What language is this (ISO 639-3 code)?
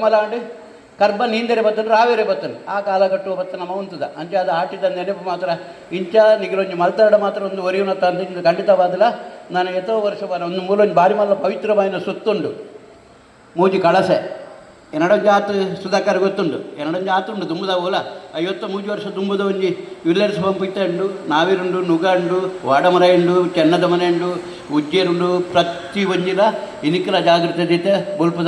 tcy